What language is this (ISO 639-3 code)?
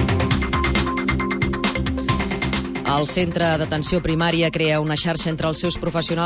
cat